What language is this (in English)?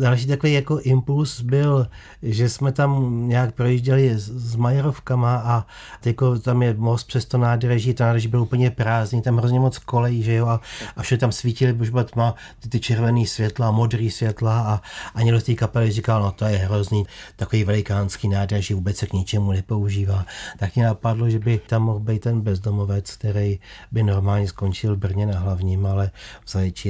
Czech